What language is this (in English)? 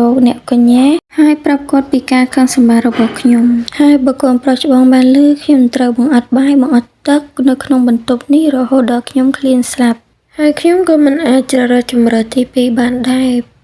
Khmer